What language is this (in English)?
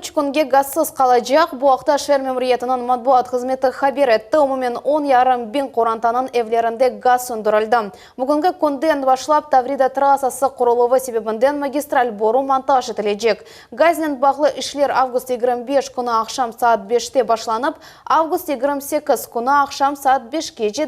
Crimean Tatar